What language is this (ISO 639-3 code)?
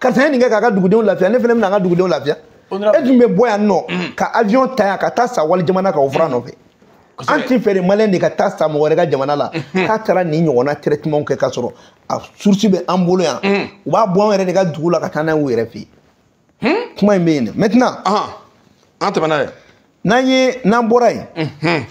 bam